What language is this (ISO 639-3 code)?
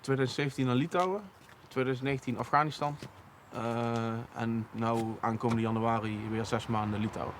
lim